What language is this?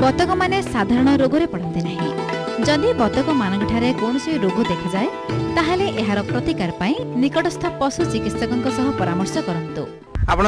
Odia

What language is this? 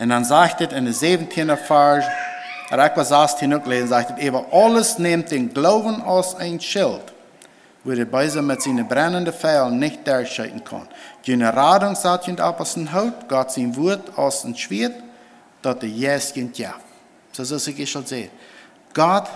Plautdietsch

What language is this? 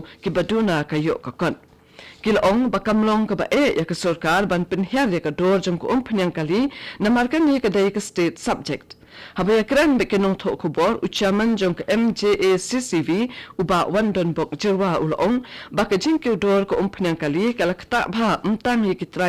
Khasi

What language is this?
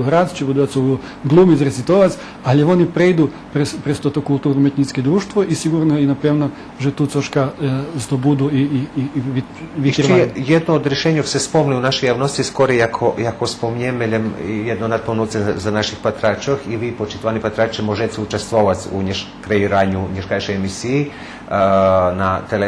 Rusyn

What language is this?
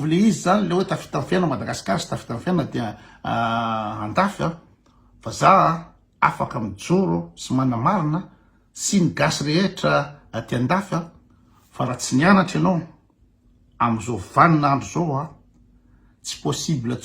Malagasy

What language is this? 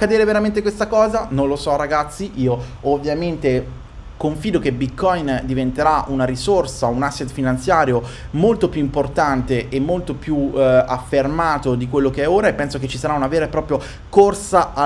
Italian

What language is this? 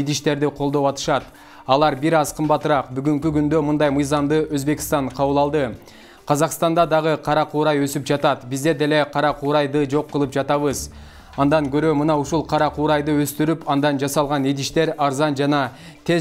Kyrgyz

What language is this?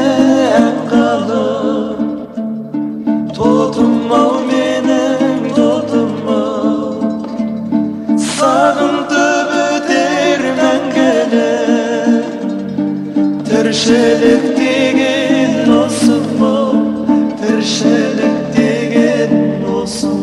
Kazakh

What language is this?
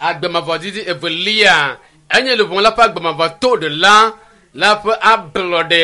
Ewe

